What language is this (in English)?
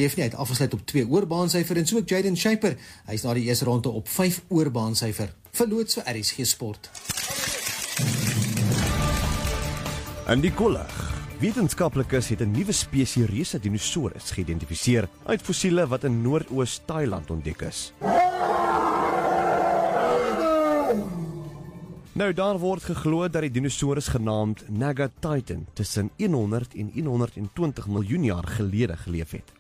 Afrikaans